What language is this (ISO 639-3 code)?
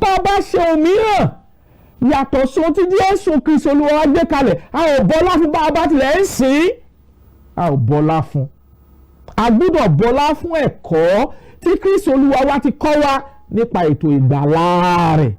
yor